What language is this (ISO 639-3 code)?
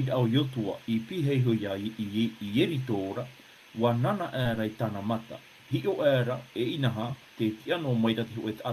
tah